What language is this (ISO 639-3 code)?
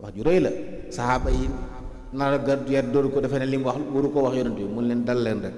wol